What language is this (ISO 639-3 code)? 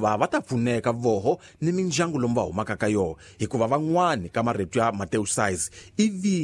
tso